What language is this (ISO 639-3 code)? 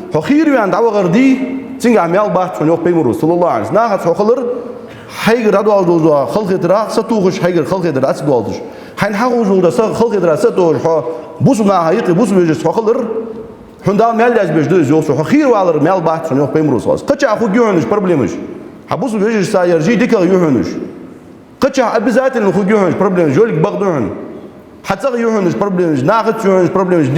inh